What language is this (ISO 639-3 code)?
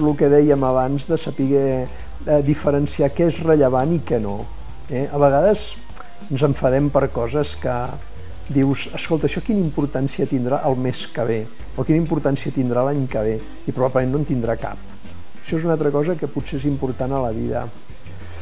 cat